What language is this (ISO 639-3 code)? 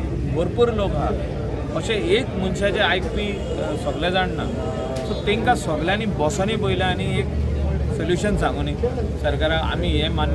kok